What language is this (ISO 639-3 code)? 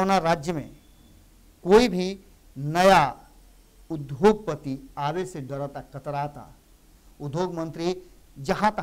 bho